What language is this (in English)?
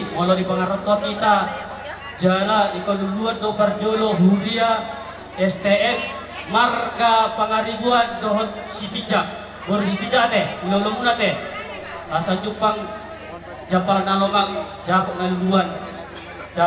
Batak Toba